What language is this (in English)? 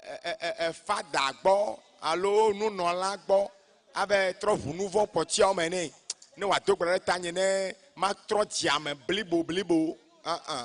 Ewe